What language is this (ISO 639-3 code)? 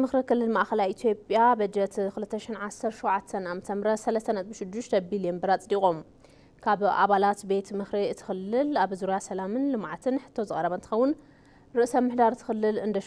tir